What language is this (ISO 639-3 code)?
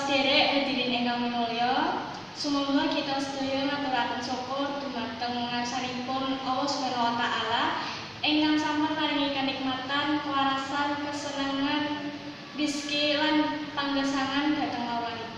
jav